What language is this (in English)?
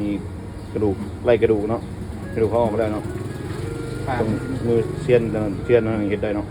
Lao